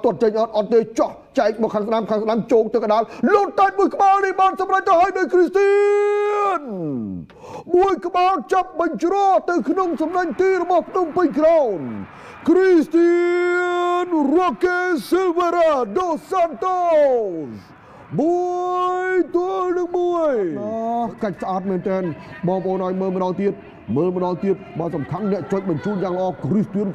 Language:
Khmer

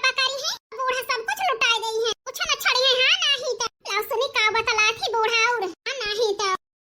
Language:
Awadhi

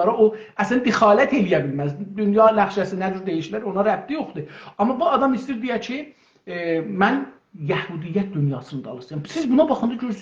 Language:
South Azerbaijani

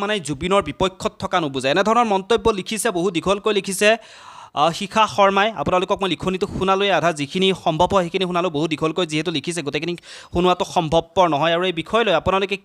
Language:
Assamese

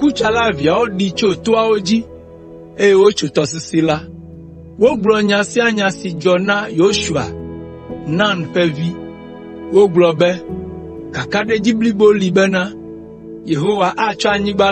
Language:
Ewe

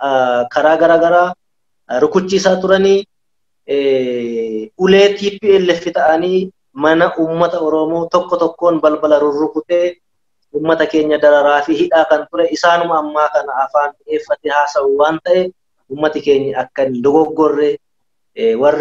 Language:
Oromo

